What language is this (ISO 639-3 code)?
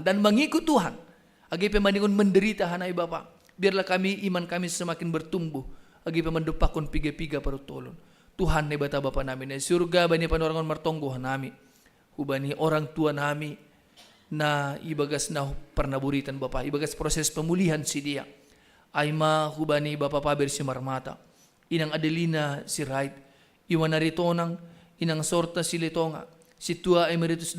bts